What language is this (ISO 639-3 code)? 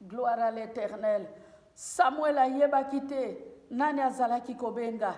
lin